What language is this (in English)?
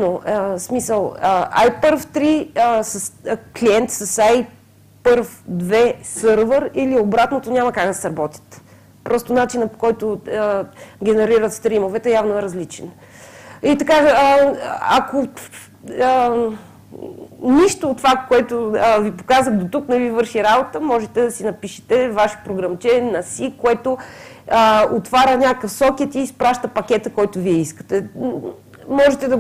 Bulgarian